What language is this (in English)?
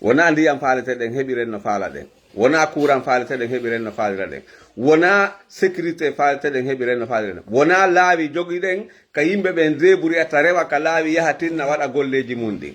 Fula